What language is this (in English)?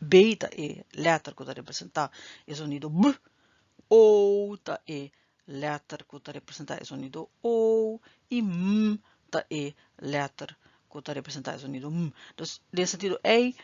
Papiamento